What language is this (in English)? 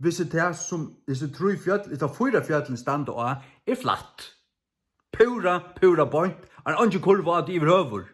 Faroese